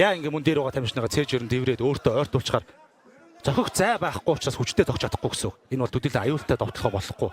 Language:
Mongolian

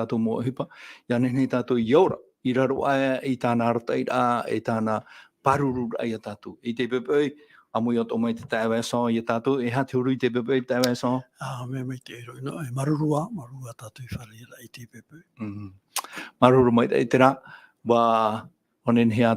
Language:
Tahitian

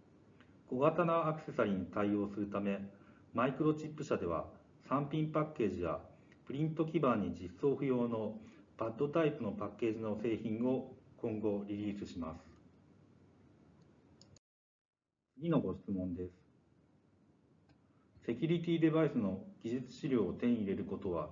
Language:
Japanese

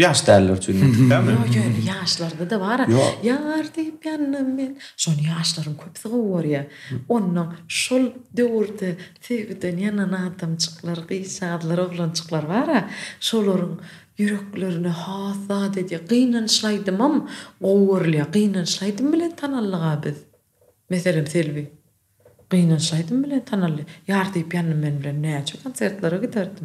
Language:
Turkmen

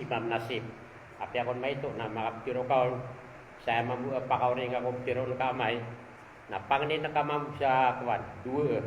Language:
Maranao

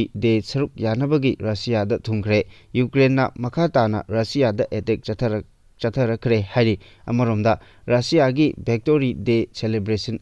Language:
Manipuri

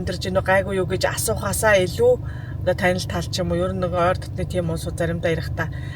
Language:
Mongolian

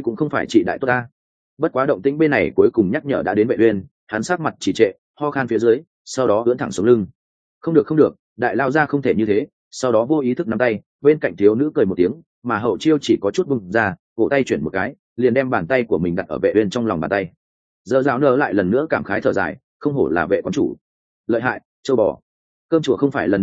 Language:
Vietnamese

